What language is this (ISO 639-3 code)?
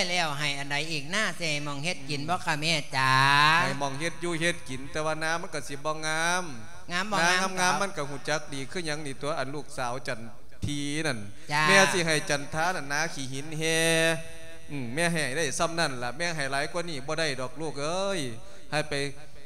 lao